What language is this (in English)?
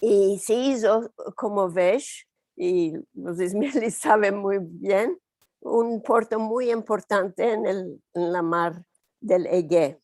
Ladino